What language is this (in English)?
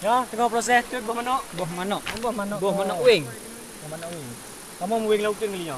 Achinese